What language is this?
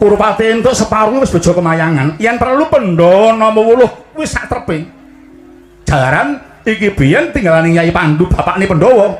Javanese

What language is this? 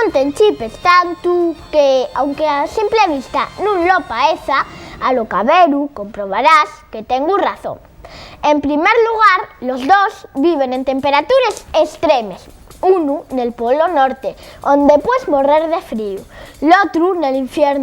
Asturian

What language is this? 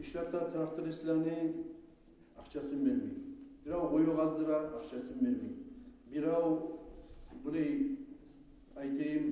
Kumyk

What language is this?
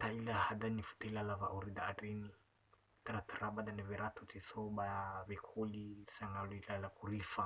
Nias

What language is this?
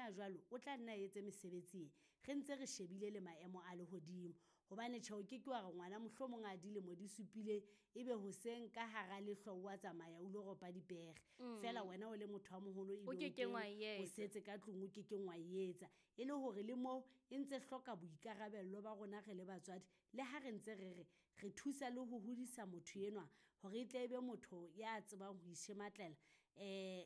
Southern Sotho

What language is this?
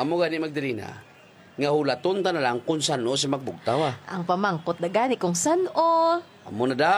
Hiligaynon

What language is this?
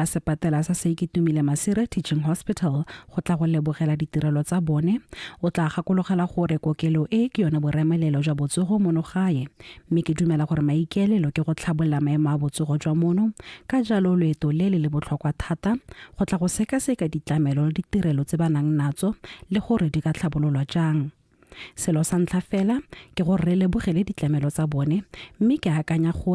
Tswana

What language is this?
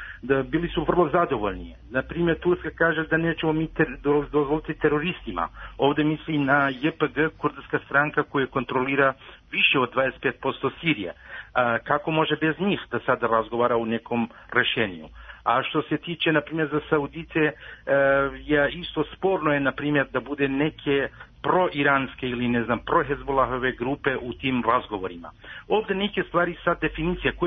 Serbian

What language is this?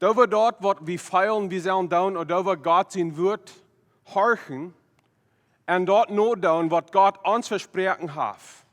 Plautdietsch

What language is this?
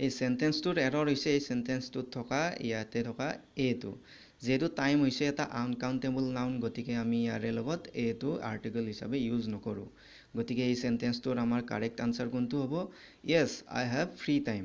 Assamese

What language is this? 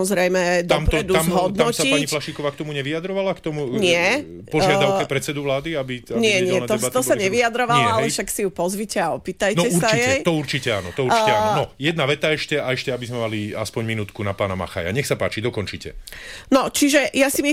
Slovak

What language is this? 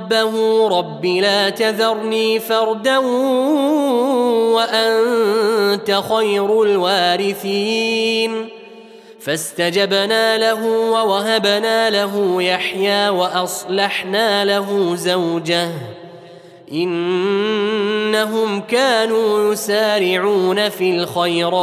Arabic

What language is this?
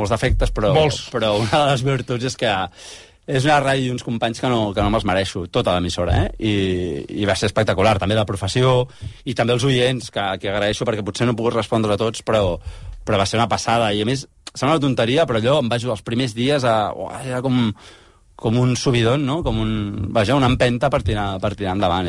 Catalan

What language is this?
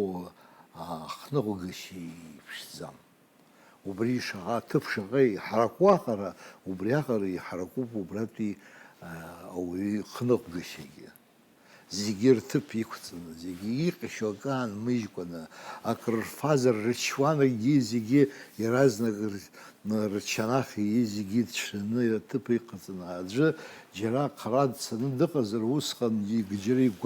Abkhazian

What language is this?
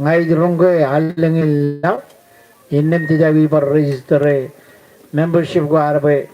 Marshallese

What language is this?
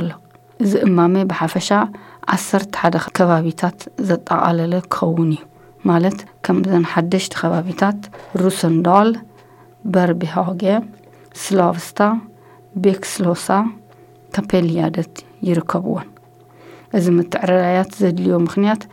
Tigrinya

